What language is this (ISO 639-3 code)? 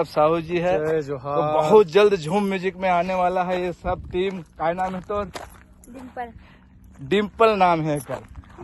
hne